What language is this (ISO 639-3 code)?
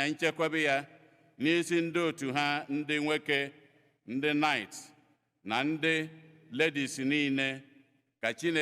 ibo